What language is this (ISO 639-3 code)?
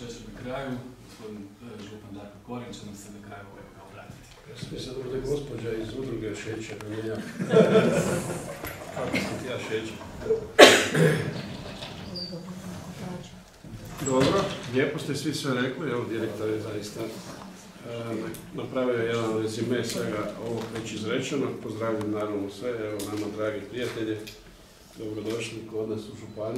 hrv